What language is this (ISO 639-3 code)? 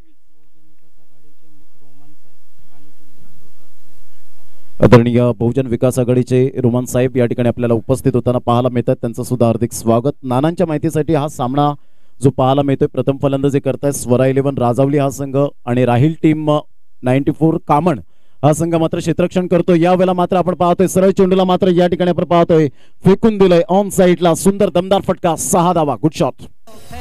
mar